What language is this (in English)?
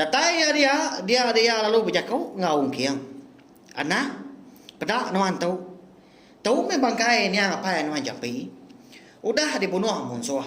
Iban